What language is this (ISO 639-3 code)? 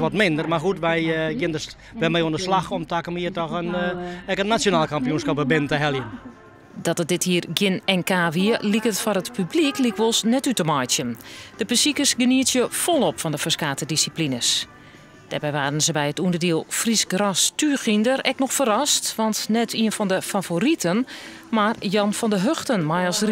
fry